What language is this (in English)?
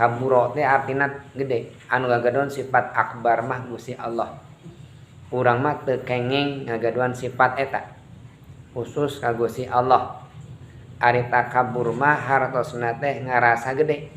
Sundanese